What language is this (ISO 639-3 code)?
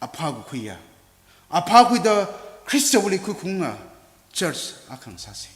nmf